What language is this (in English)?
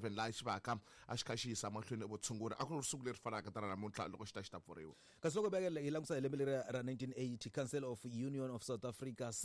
Tsonga